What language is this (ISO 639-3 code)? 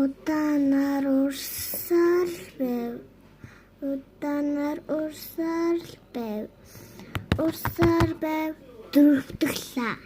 mon